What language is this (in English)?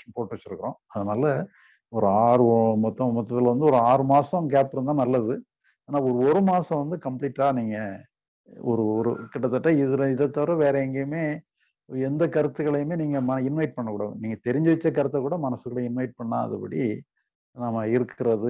Tamil